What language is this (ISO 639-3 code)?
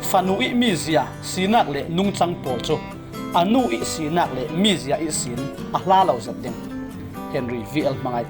cfm